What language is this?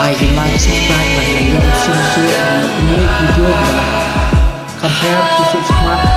Khasi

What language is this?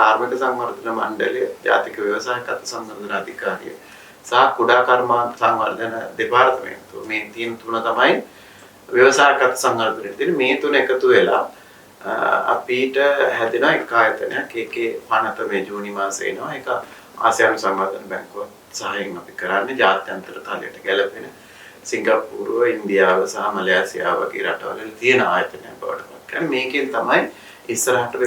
Sinhala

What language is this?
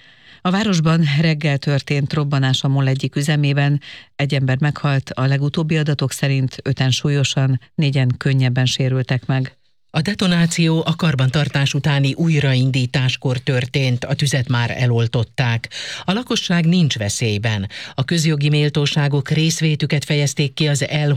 Hungarian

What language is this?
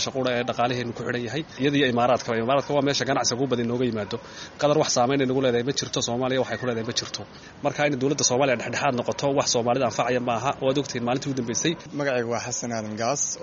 Somali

